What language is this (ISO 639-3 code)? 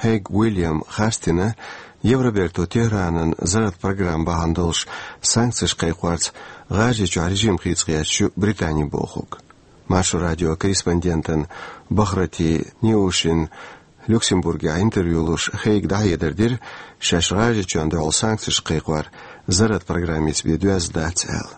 che